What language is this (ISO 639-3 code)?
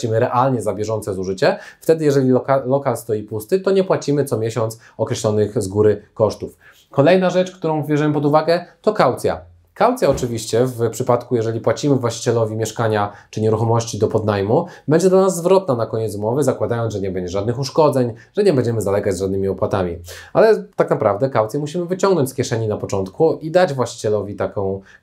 pol